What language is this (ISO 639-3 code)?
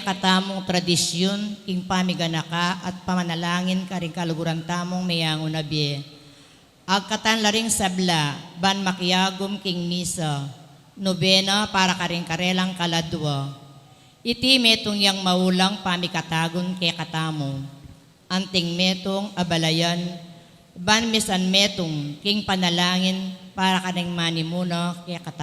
pam